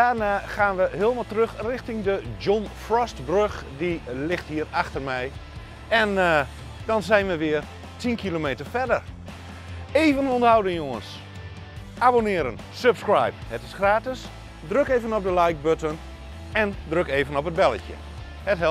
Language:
Dutch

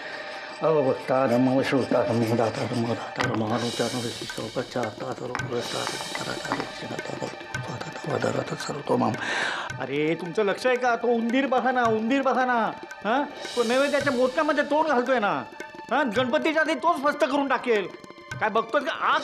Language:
Marathi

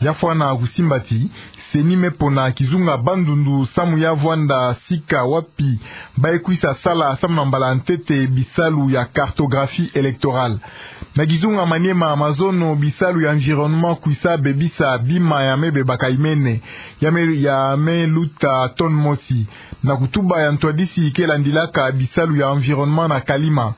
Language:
Kituba (Democratic Republic of Congo)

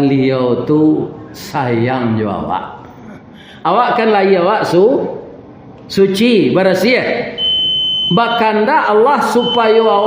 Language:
Minangkabau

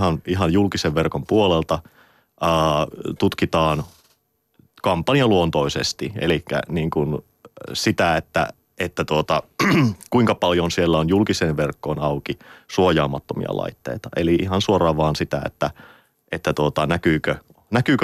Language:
Finnish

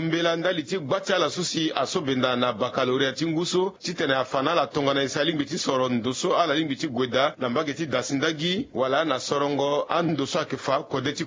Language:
Sango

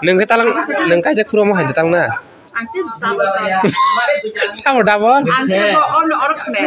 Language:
Kok Borok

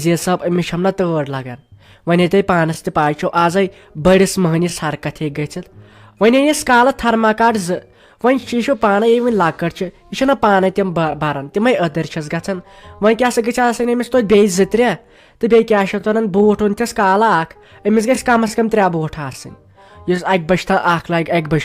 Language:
Kashmiri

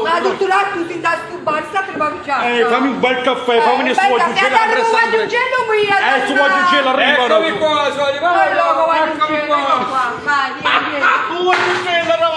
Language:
Neapolitan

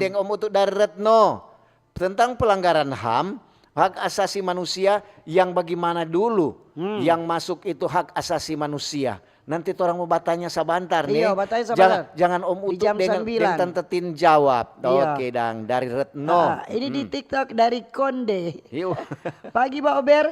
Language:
Manado Malay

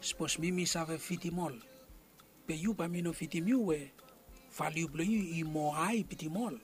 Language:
Bislama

